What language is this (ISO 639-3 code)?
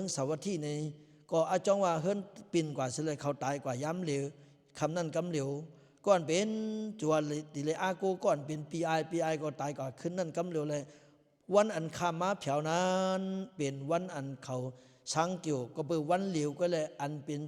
lao